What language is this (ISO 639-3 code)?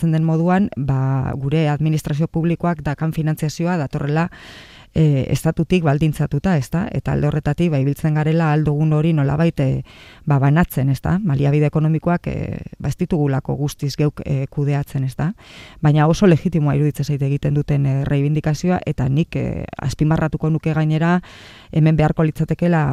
eus